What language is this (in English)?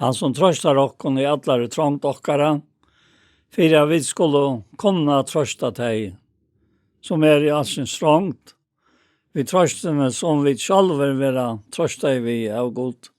Faroese